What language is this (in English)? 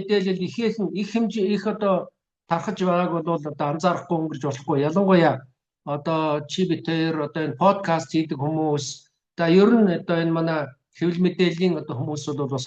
Mongolian